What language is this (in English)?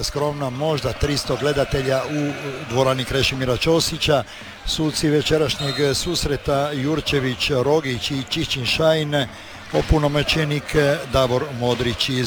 Croatian